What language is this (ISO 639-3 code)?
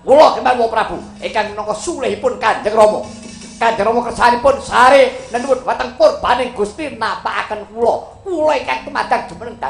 jav